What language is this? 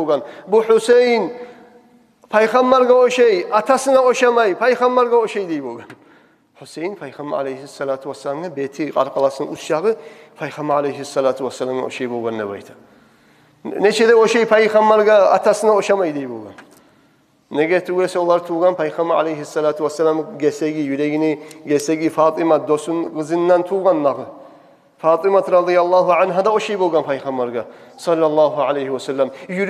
Kumyk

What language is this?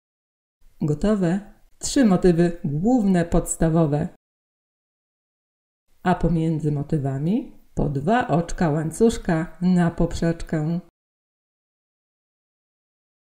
Polish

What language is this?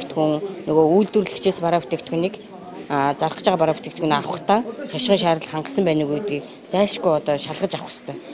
Mongolian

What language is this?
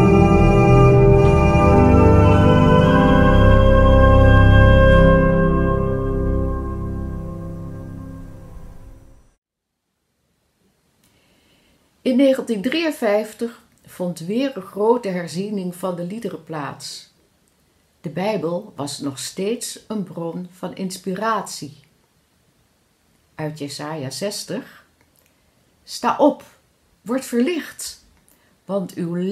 Dutch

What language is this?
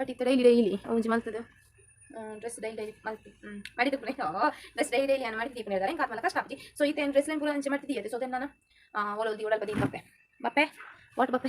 Tulu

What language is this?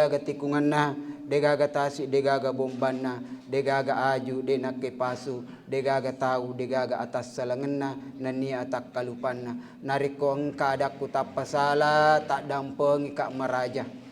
Buginese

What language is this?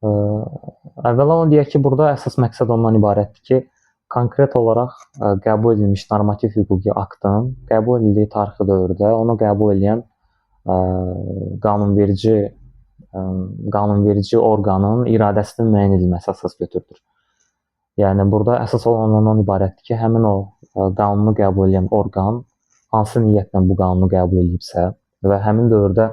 Azerbaijani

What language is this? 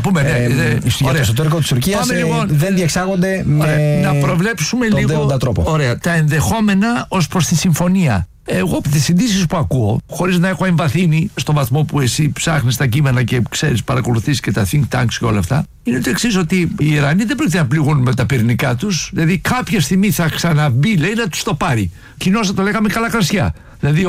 Greek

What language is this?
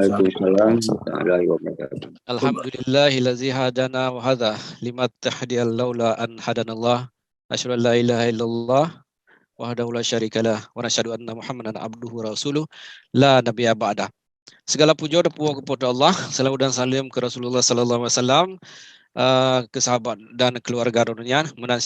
Achinese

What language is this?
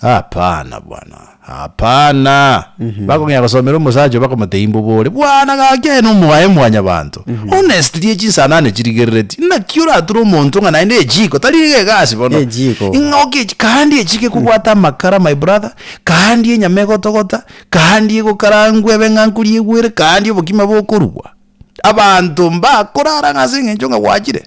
Gusii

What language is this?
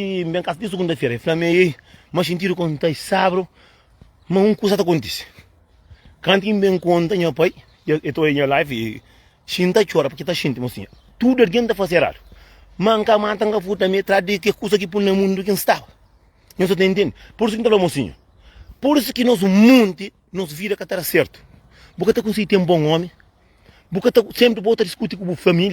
Kabuverdianu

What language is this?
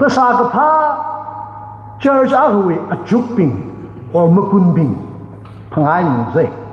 Tangkhul Naga (India)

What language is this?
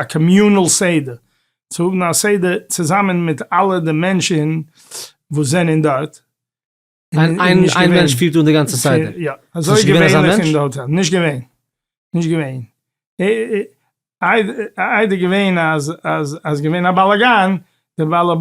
Yiddish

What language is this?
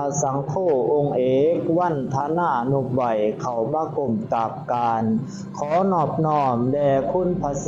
Lao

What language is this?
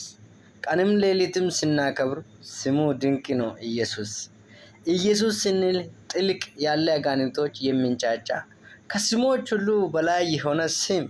Amharic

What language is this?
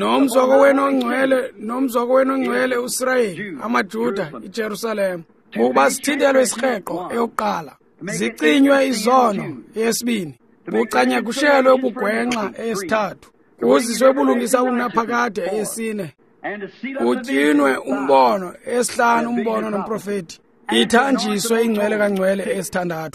Xhosa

